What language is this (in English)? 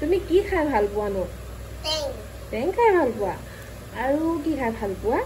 Assamese